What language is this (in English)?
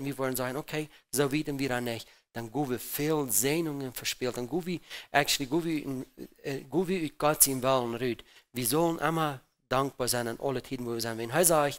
Plautdietsch